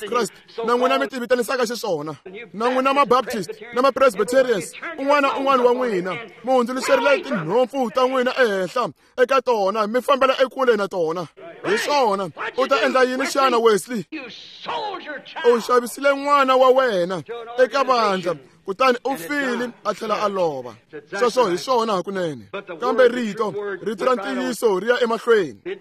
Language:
Tsonga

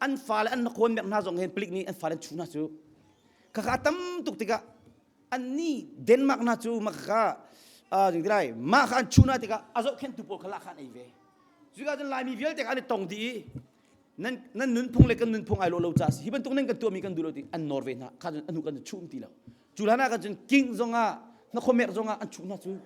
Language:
Hakha Chin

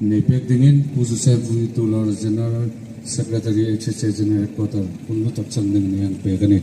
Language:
Hmar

